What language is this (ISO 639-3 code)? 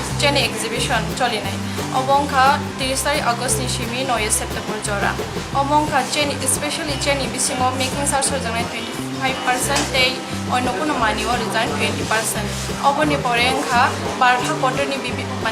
trp